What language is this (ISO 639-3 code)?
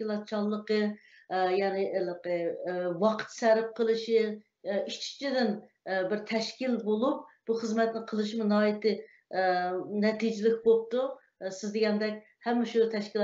uig